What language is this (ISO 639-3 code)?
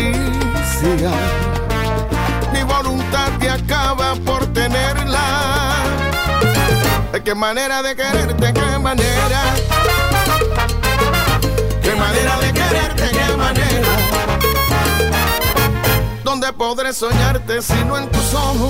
spa